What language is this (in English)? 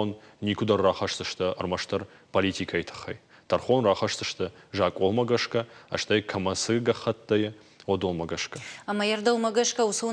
Ossetic